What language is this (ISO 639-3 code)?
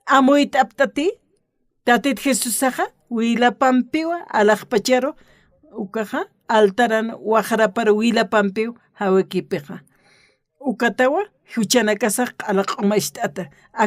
aym